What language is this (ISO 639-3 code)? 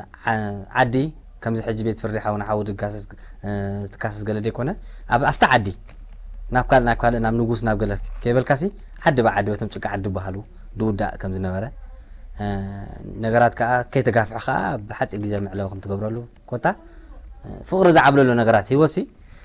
tir